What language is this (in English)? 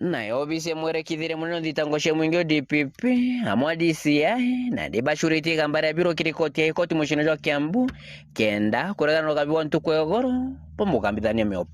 Meru